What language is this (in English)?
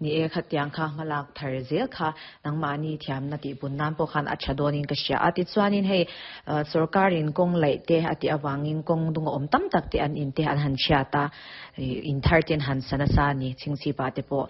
Mizo